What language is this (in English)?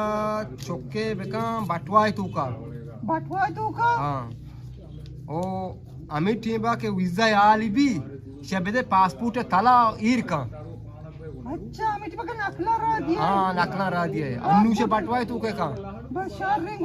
Eastern Balochi